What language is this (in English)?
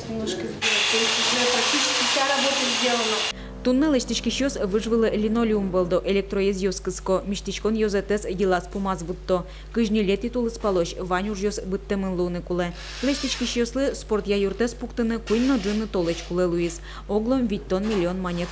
Udmurt